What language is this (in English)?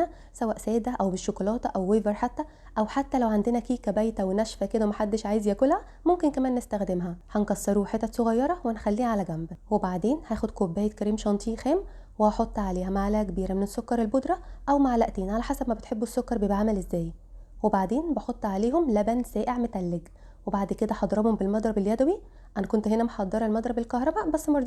Egyptian Arabic